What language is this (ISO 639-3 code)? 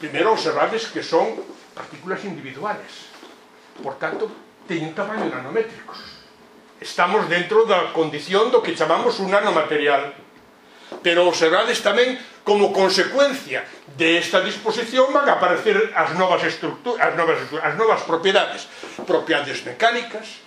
glg